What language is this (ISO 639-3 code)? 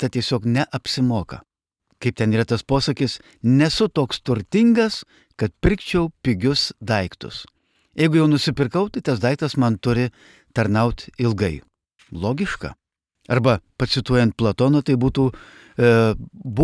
lit